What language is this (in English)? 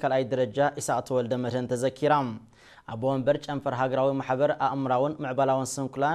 Tigrinya